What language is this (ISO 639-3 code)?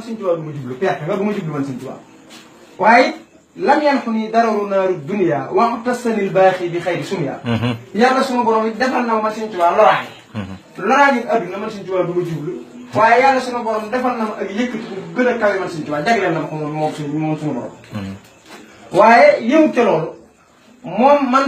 wol